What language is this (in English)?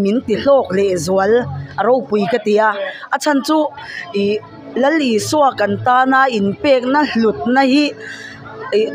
Mizo